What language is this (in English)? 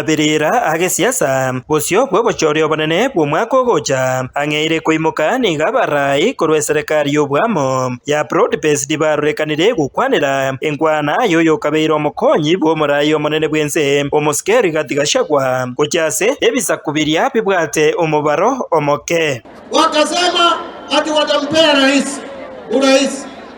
Gusii